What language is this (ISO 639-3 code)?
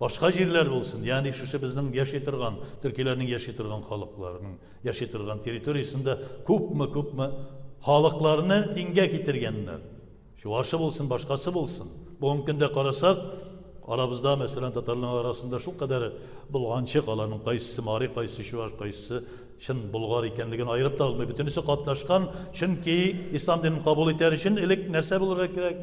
tat